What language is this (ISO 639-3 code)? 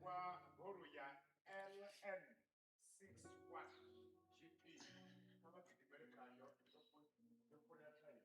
ven